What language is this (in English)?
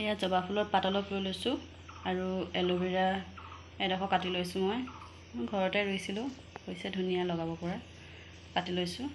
Assamese